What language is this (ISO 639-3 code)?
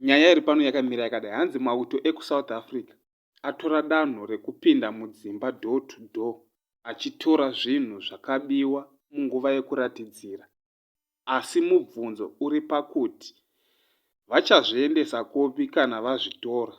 sna